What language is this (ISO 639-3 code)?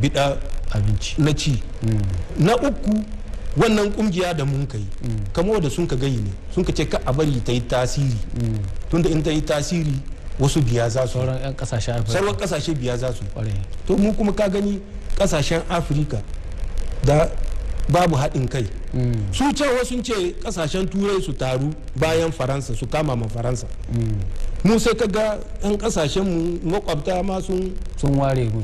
hau